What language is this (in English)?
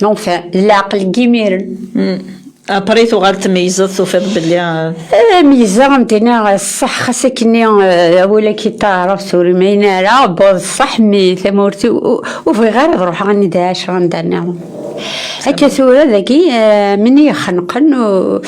Kabyle